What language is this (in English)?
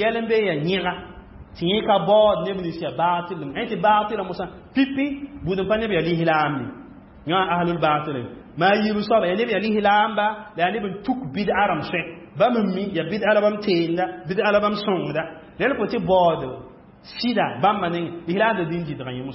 Mossi